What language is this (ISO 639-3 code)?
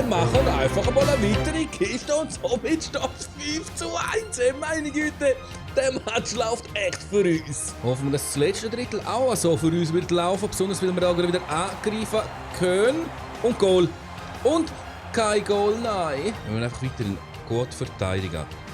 gsw